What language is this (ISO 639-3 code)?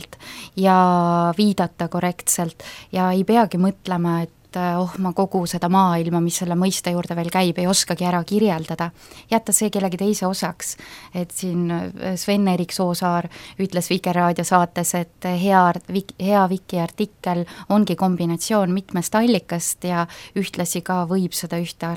est